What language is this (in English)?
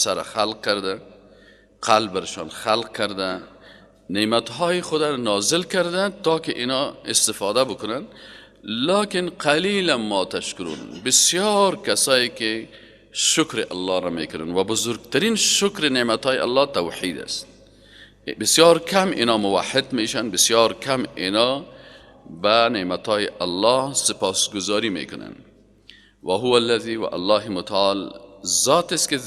Persian